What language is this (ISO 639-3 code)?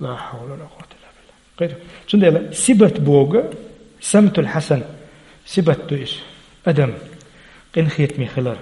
che